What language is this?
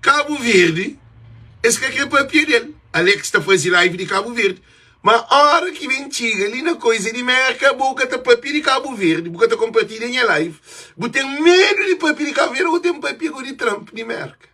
Kabuverdianu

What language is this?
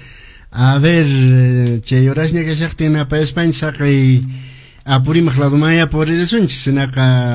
Quechua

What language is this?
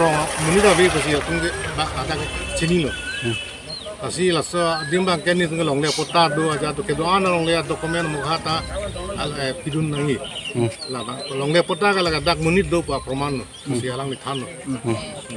Karbi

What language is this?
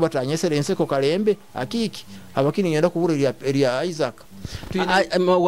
Nyoro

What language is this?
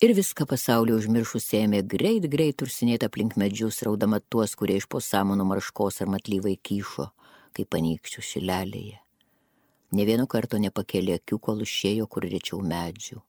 Lithuanian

